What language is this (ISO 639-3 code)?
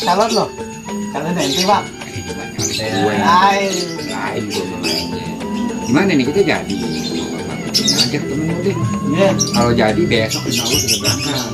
bew